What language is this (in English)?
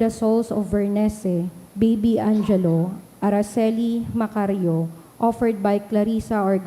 Bikol